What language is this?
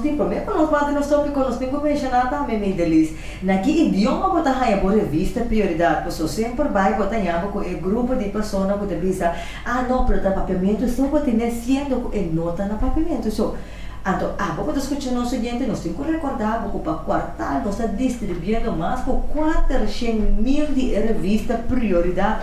Papiamento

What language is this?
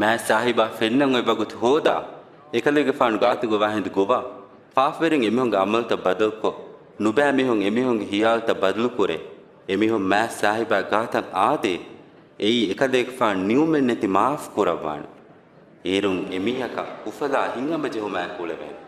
Divehi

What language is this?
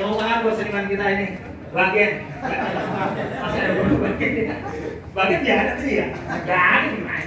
Betawi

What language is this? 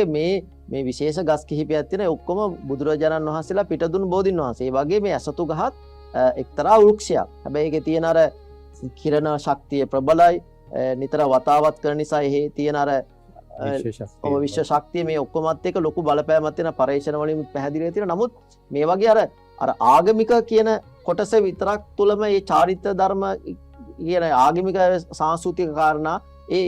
Sinhala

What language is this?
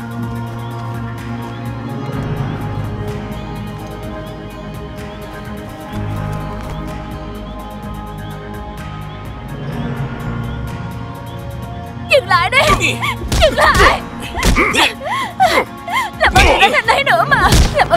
Vietnamese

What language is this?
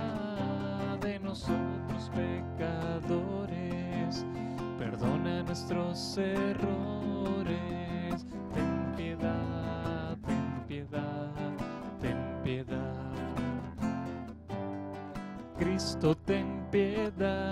Spanish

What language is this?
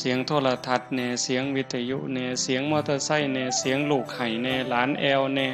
Northeastern Thai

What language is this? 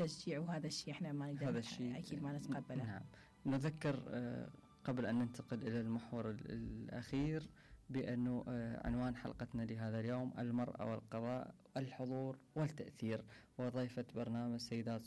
Mesopotamian Arabic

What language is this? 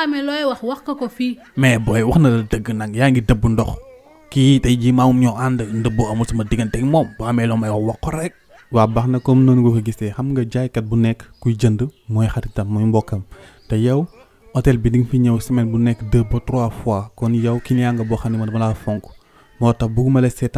Wolof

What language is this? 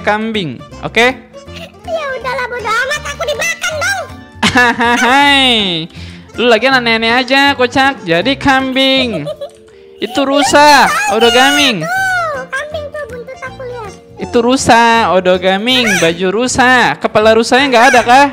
Indonesian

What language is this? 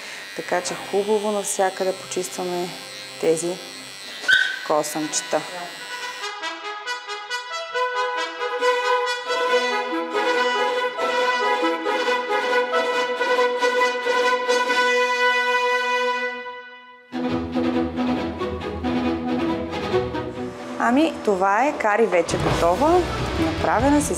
Bulgarian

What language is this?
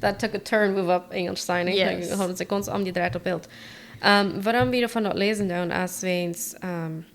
Plautdietsch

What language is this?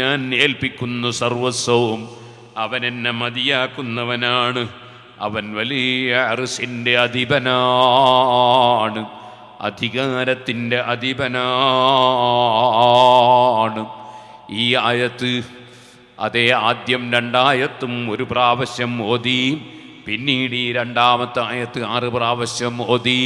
Malayalam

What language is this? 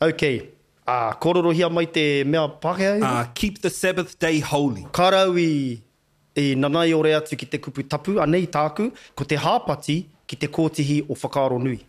Māori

